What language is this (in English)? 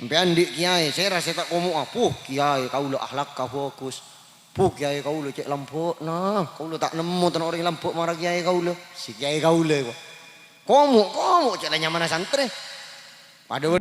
Madurese